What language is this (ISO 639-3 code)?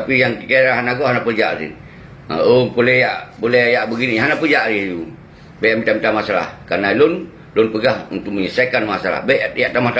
ace